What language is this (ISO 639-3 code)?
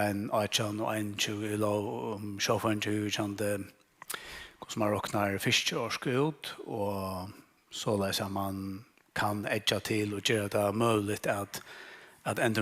fao